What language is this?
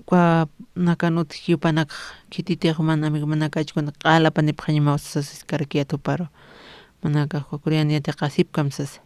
Aymara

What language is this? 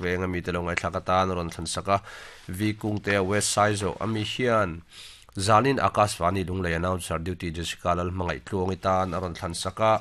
Mizo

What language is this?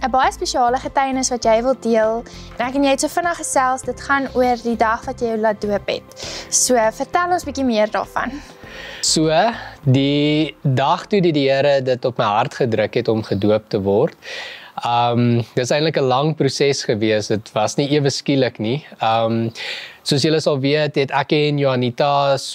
Afrikaans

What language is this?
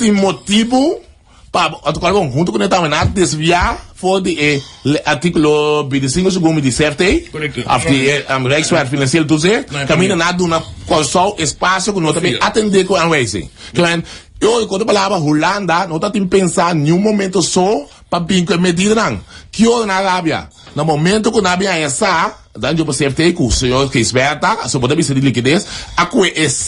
Papiamento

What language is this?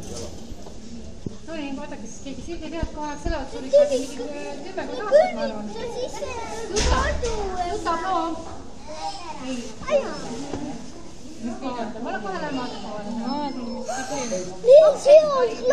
Estonian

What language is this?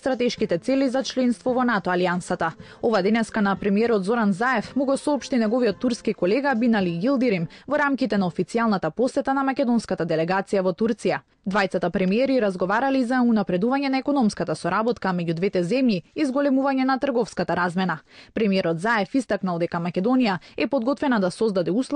Macedonian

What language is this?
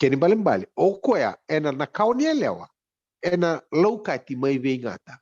Fijian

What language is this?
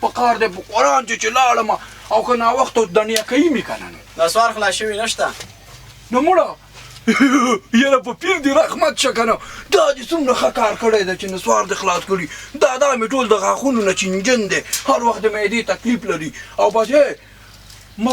Pashto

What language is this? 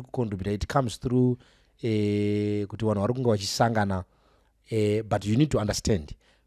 Shona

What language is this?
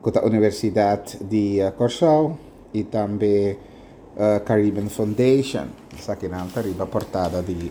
Papiamento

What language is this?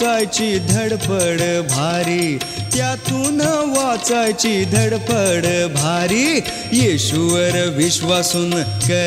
Marathi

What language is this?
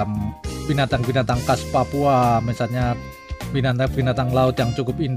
Indonesian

